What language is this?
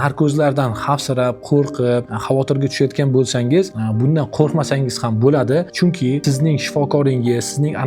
Uzbek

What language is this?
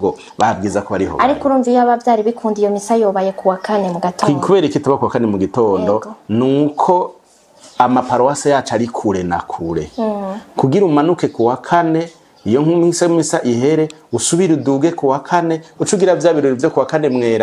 Rundi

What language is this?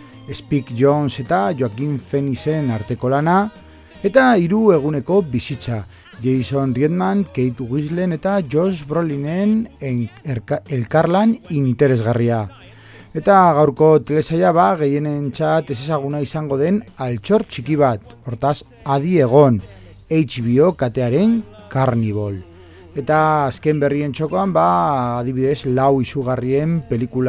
Basque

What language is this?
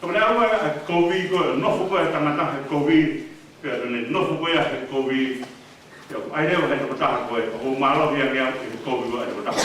Tongan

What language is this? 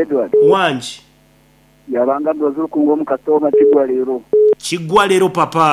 Nyankole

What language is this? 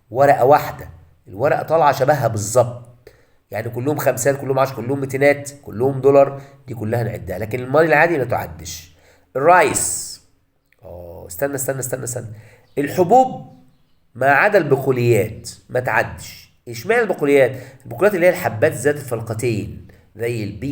Egyptian Arabic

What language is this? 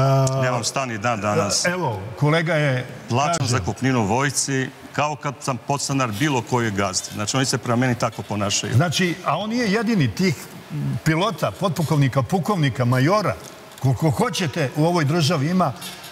Serbian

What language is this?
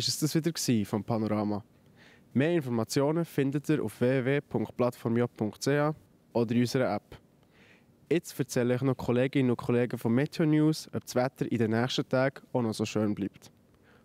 Swiss German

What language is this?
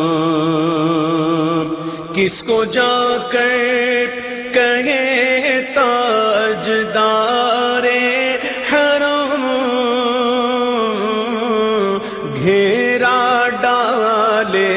Urdu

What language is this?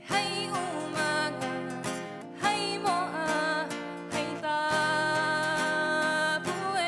Rapanui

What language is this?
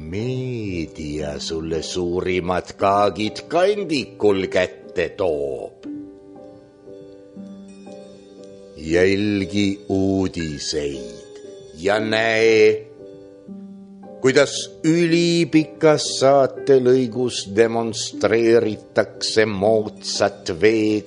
Estonian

